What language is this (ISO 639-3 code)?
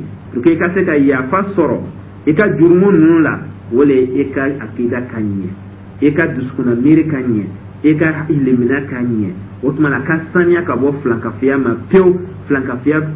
dyu